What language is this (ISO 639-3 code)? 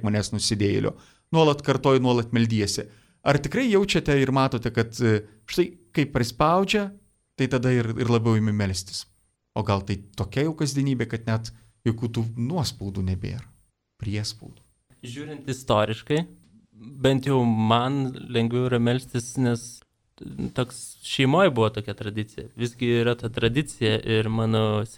lit